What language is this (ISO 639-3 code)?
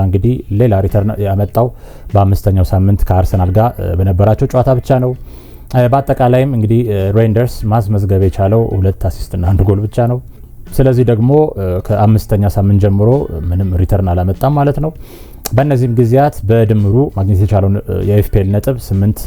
amh